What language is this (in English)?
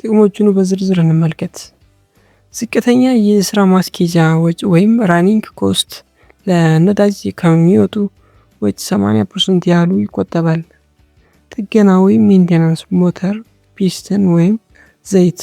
Amharic